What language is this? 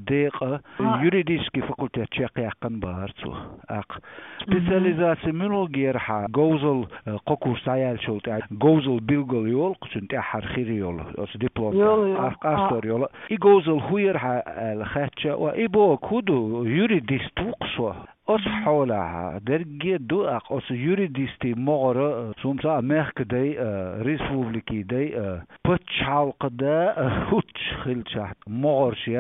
Chechen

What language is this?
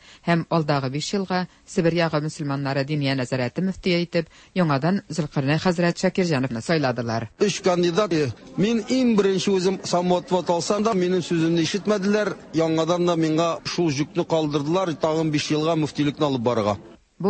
Tatar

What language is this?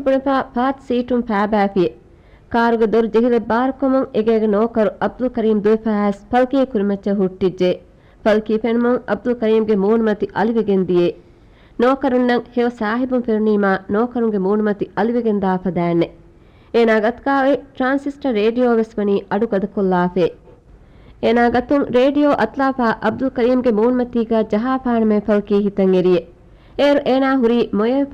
Divehi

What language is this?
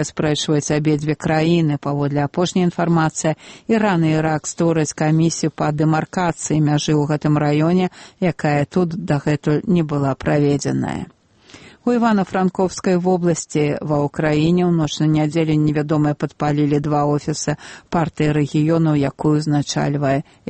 Belarusian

